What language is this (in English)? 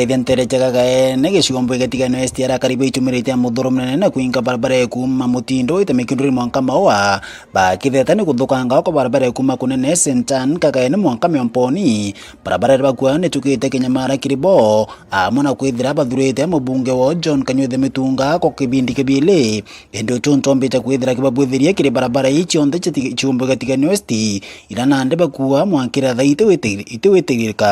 Meru